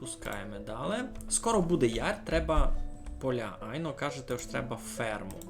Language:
Rusyn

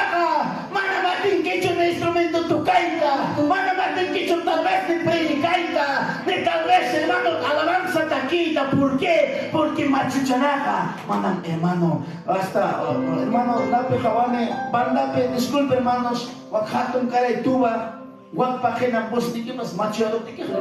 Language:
Ayacucho Quechua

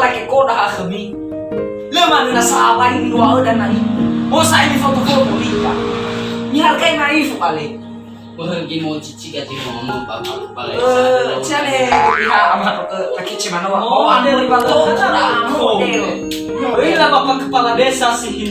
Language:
Nias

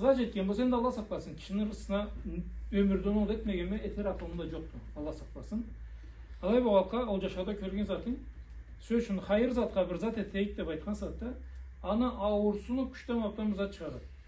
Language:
Karachay-Balkar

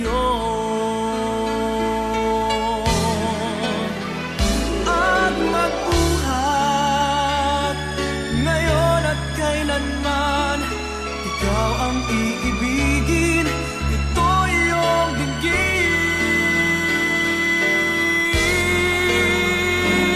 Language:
Filipino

